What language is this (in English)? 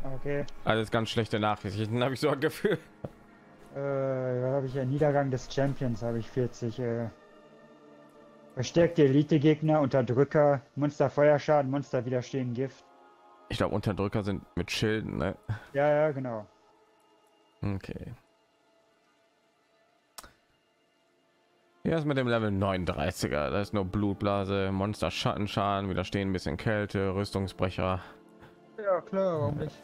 German